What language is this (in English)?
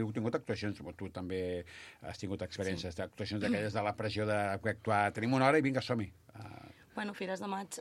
Catalan